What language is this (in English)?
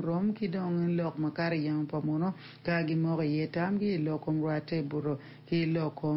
Acoli